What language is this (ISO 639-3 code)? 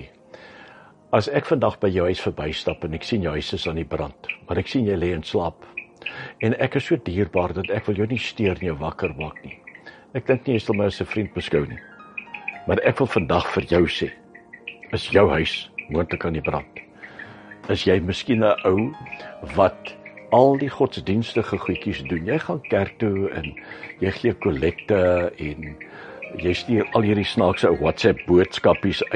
afr